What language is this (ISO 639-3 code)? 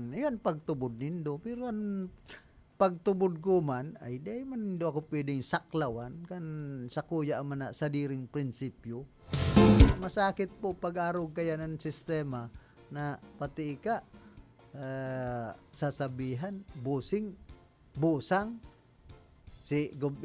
bik